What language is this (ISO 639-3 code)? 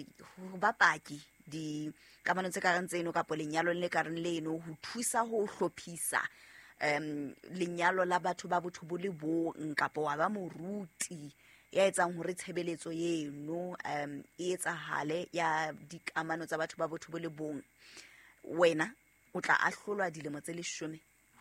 sot